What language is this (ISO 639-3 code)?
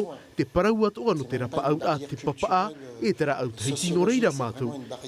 tah